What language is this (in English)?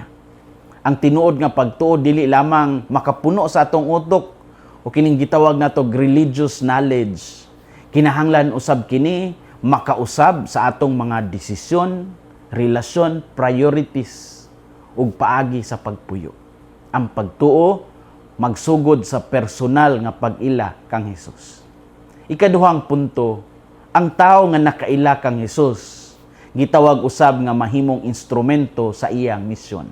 Cebuano